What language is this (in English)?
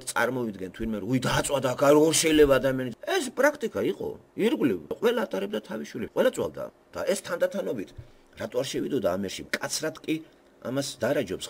Georgian